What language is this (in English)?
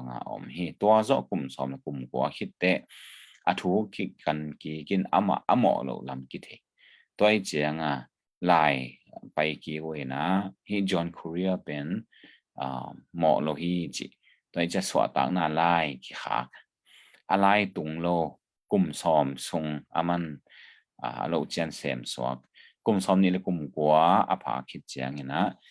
Tedim Chin